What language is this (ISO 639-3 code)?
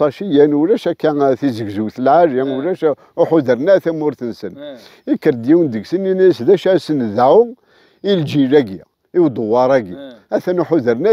kab